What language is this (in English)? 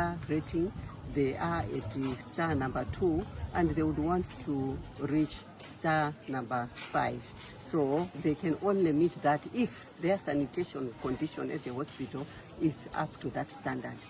English